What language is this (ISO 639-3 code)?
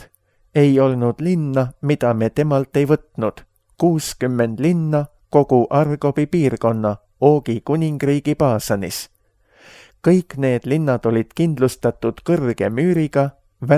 est